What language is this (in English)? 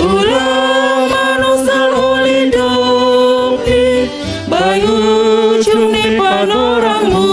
Batak Simalungun